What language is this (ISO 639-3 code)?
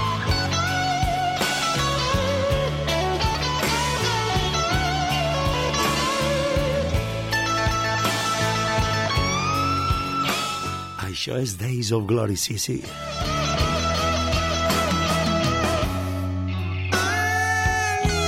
cat